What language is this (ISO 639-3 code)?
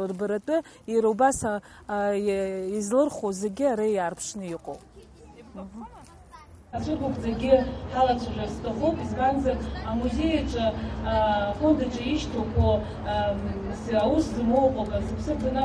abk